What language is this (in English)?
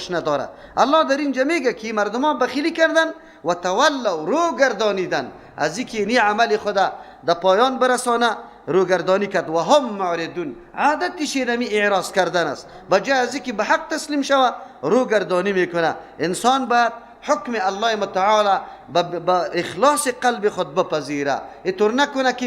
Persian